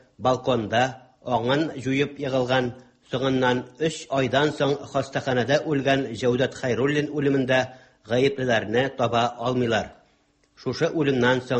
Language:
Tatar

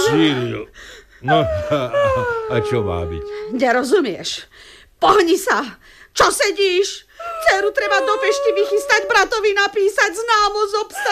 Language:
Slovak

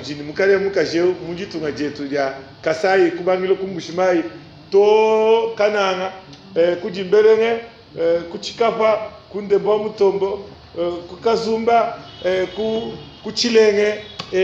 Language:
Luba-Lulua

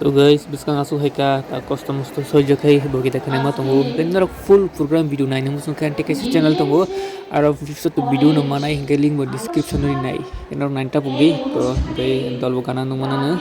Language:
Kok Borok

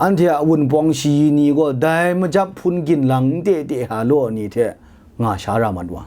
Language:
Kachin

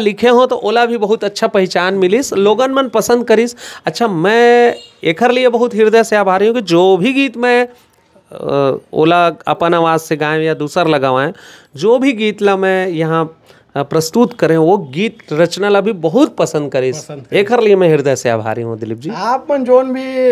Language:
Chhattisgarhi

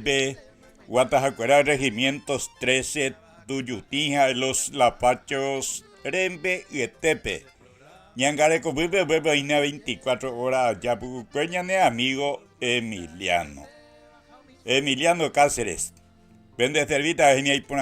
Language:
Guarani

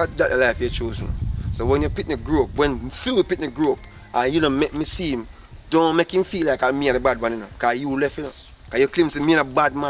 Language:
Jamaican Creole English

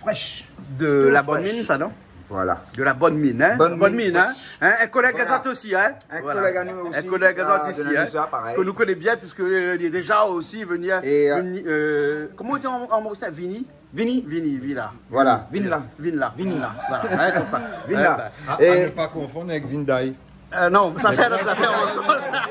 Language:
Réunion Creole French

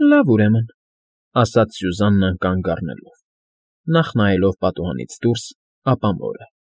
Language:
Armenian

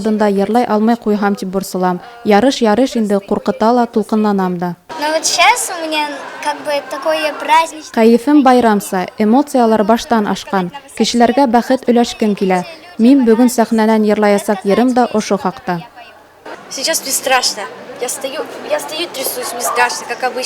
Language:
Bashkir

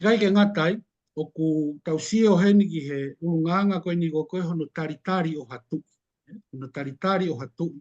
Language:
Tongan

